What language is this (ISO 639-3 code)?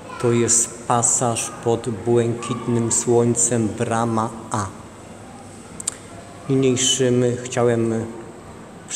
pol